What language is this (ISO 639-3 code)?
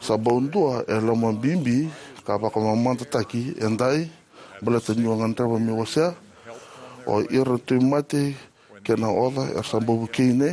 fij